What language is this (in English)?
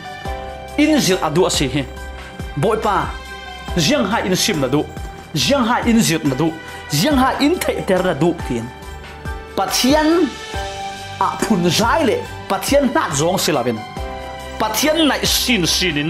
Falam Chin